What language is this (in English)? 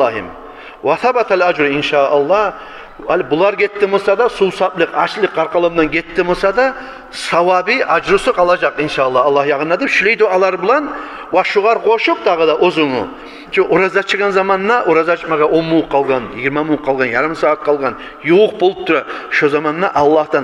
Kumyk